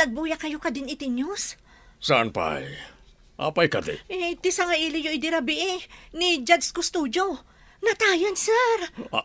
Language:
Iloko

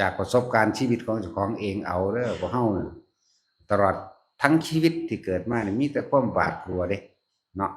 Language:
Northeastern Thai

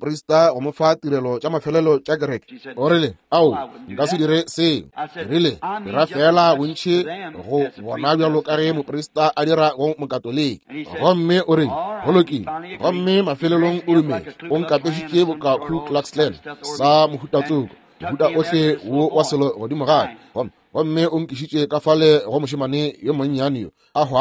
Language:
Northern Sotho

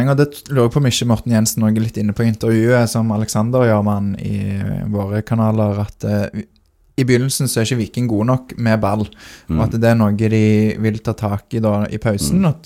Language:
Norwegian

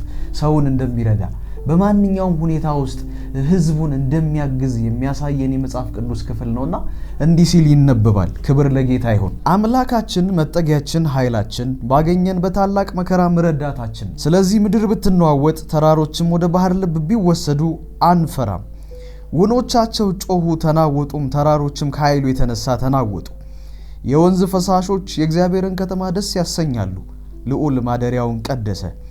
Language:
Amharic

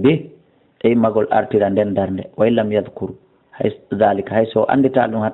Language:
Fula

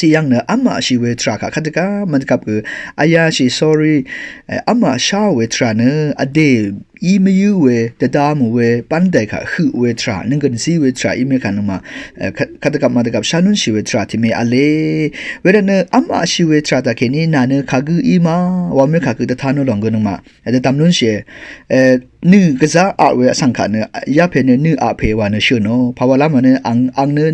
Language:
Rawang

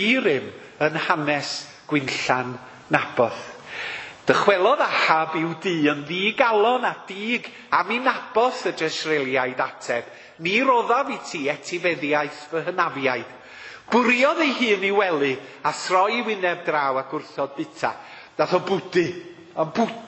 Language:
Welsh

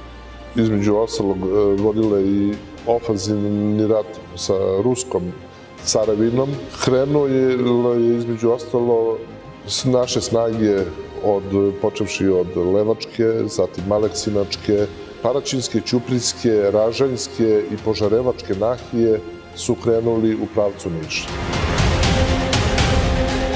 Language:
Serbian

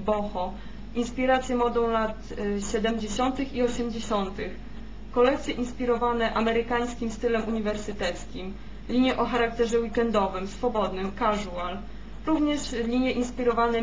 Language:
Polish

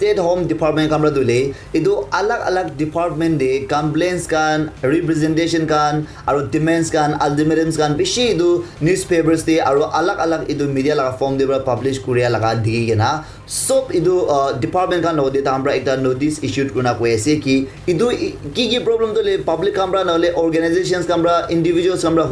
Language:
Naga Pidgin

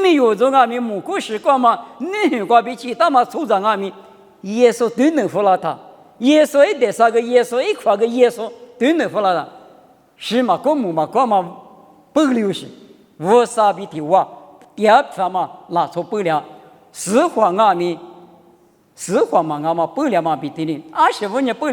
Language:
Lisu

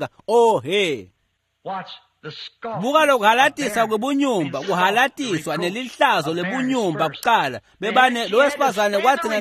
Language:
Swati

